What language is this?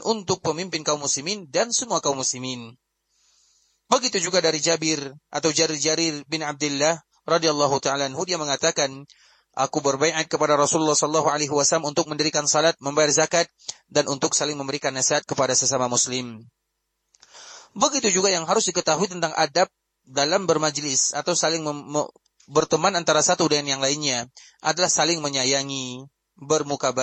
Indonesian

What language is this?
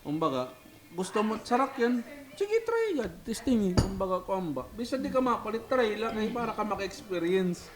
Waray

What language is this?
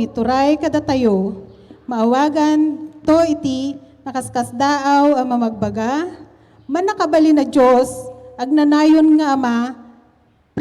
Iloko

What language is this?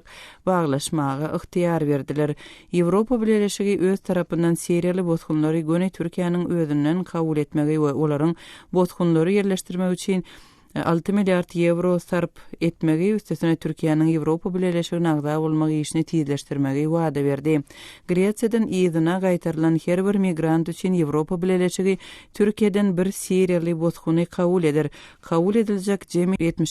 Turkmen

